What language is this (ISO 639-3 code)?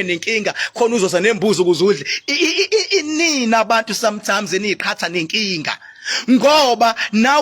zul